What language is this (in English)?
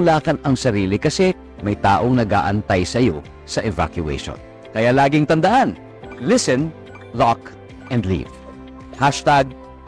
Filipino